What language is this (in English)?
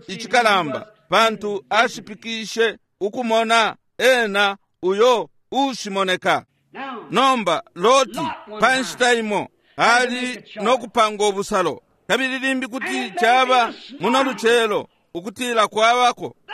Bemba